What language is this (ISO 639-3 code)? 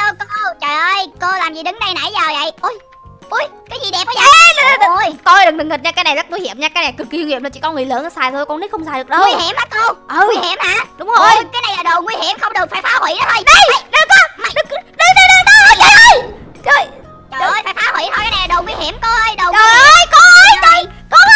vie